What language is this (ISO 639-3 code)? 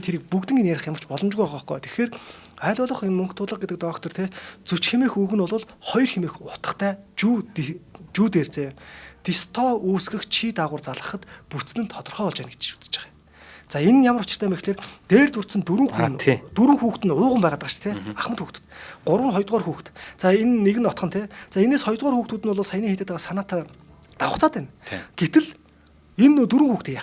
mon